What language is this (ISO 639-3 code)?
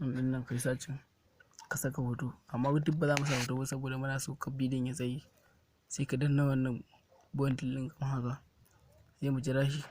hau